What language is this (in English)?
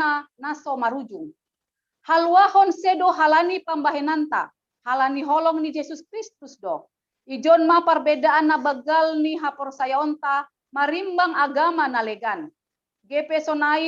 Batak Simalungun